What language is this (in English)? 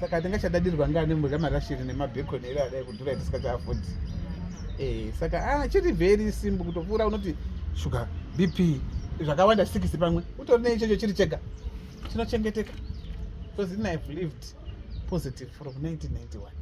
Shona